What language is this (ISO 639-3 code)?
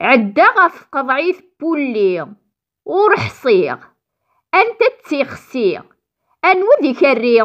kab